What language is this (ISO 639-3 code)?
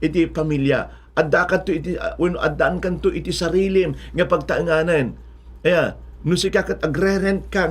ilo